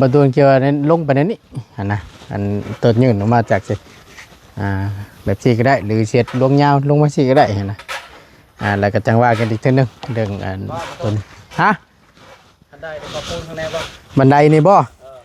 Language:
Northeastern Thai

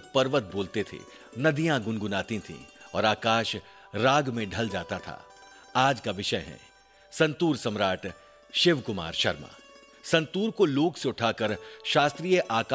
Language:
Hindi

